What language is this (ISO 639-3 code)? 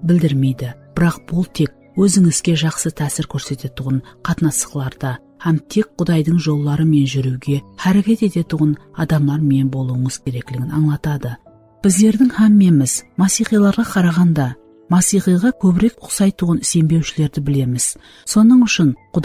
kaa